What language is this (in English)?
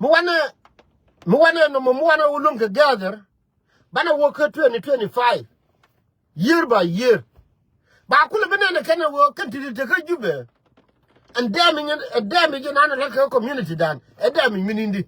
Nuer